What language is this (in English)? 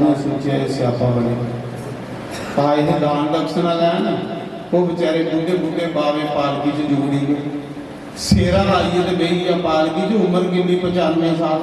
Dogri